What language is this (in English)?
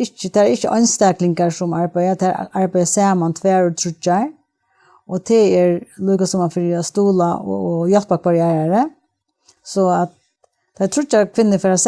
Faroese